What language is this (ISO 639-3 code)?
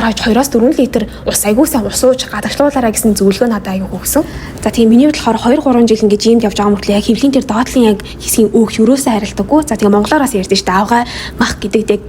mon